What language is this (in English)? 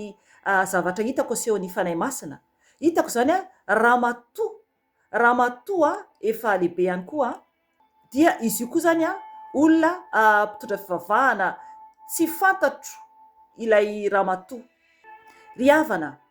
Malagasy